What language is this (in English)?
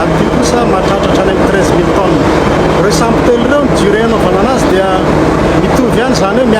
Malagasy